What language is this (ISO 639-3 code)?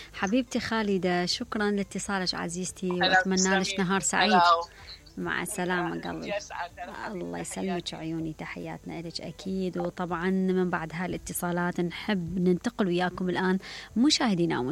acm